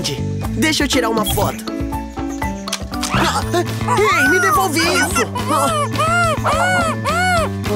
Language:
Portuguese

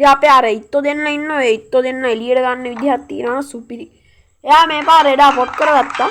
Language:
Sinhala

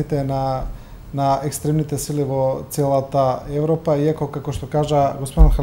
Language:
Macedonian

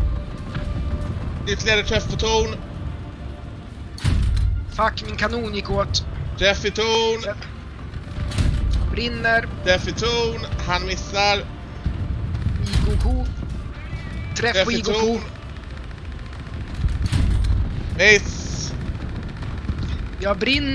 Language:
Swedish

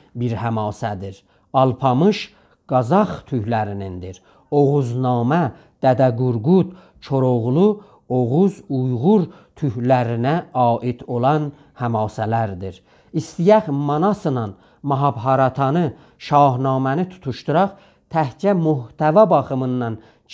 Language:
South Azerbaijani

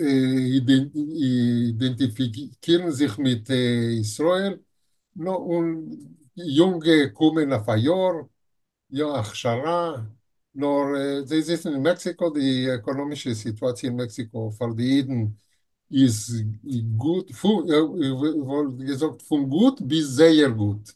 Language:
Yiddish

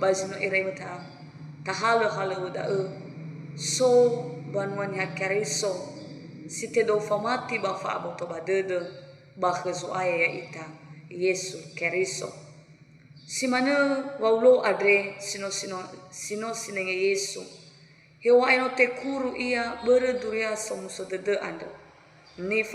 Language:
Nias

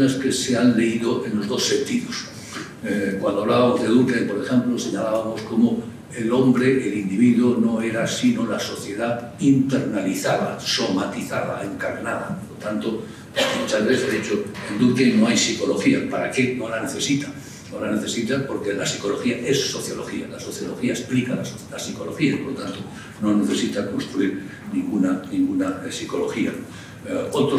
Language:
Spanish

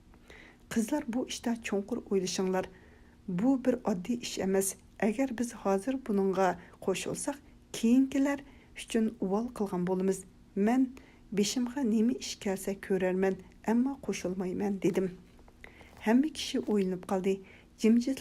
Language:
Uyghur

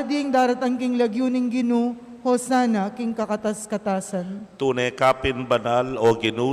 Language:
Pampanga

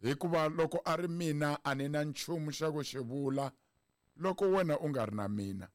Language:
Tsonga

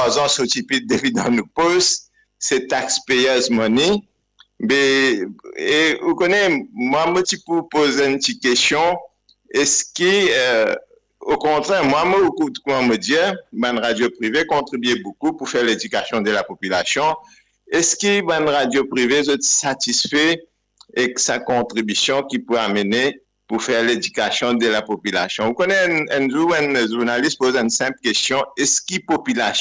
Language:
Morisyen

